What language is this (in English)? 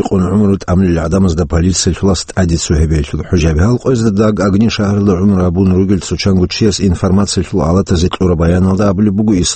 Avaric